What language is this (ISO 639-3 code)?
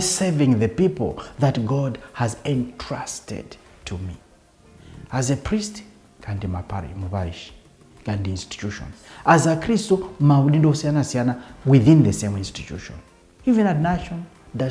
nya